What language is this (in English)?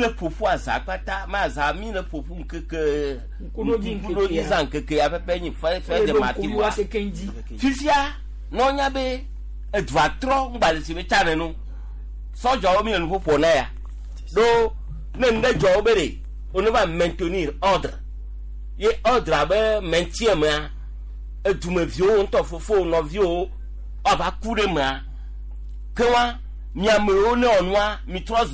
Gen